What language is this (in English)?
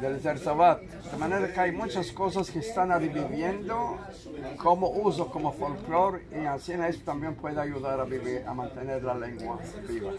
Ladino